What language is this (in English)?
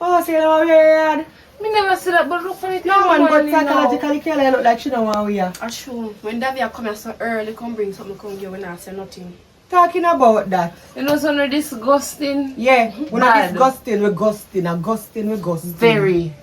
Jamaican Creole English